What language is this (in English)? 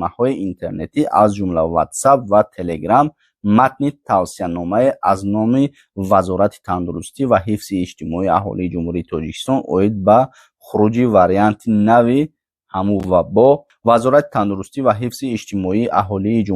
Tajik